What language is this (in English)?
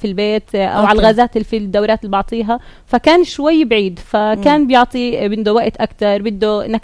North Levantine Arabic